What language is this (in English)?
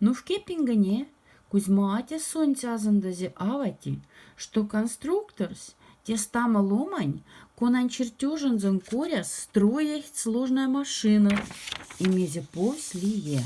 Moksha